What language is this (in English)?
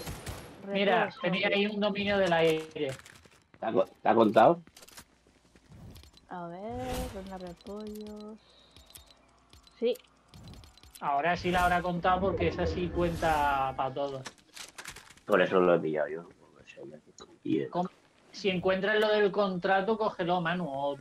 Spanish